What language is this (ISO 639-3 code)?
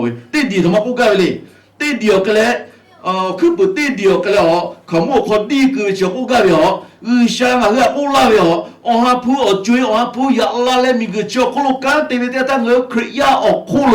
lhu